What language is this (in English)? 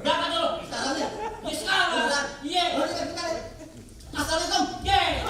Betawi